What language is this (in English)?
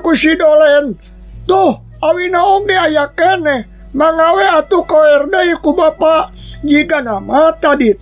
Sundanese